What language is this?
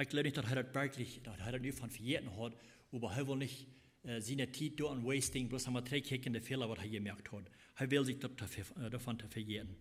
Plautdietsch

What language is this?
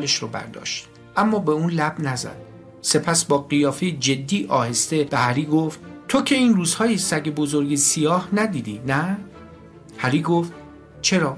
Persian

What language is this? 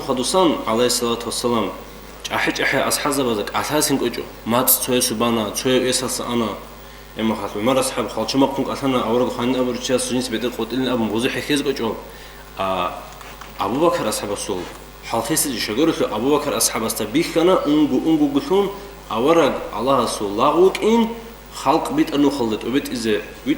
Avaric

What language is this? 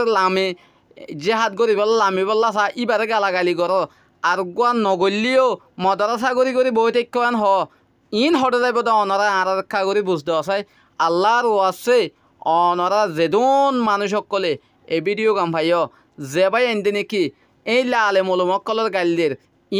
Rohingya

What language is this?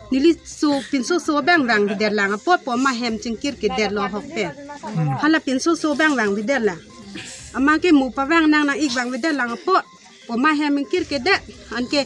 Karbi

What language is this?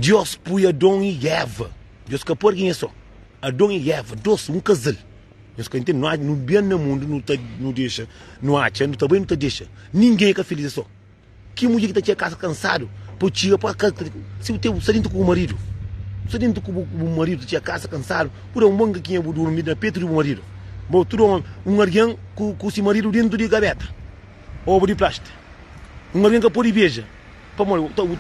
Kabuverdianu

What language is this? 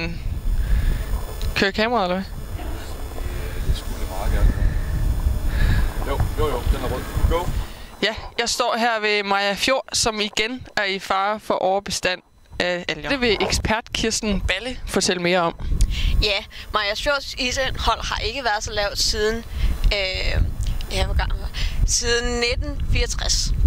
Danish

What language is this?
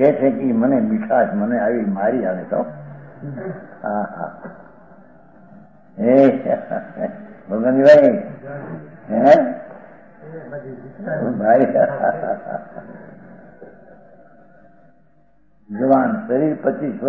Gujarati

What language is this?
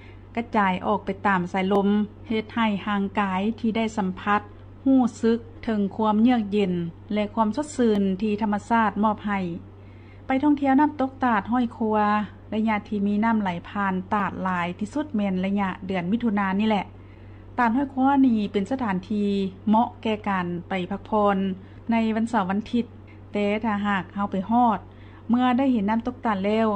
Lao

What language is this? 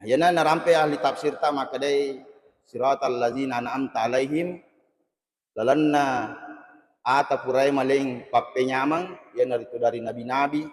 Buginese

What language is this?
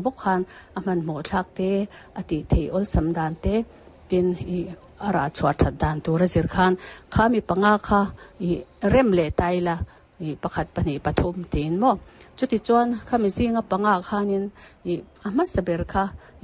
Mizo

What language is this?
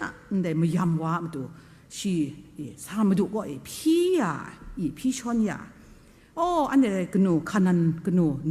Kachin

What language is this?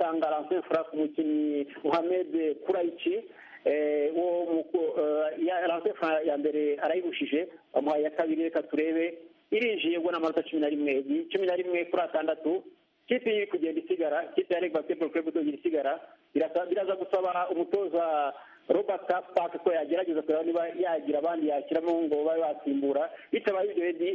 Kinyarwanda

